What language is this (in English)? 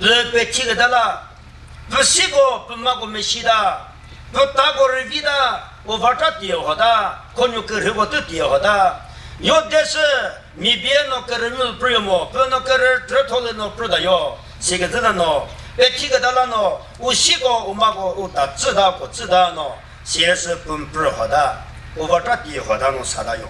Chokri Naga